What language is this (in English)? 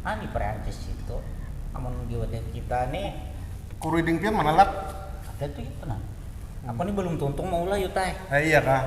Banjar